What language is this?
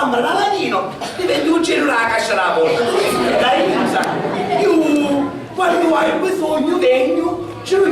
Sicilian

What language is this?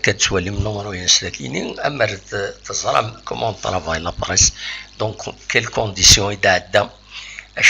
Kabyle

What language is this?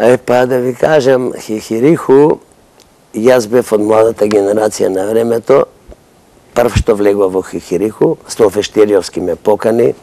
Macedonian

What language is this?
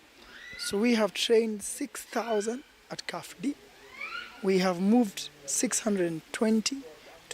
Kamba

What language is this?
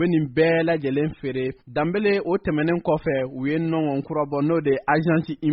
Bambara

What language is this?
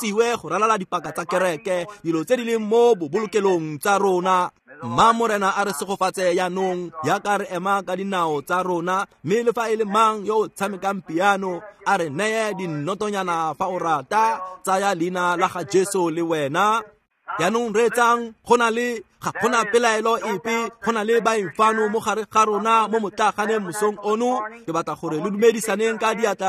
Tswana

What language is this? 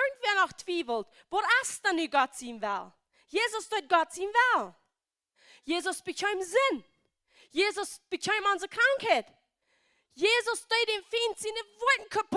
Plautdietsch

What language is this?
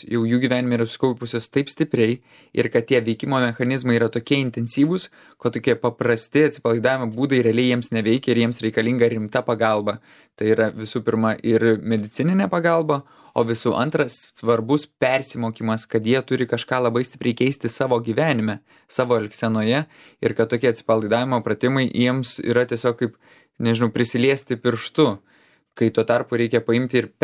Lithuanian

